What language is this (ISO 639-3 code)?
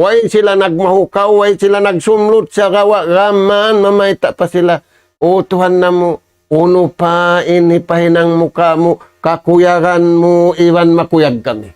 tsg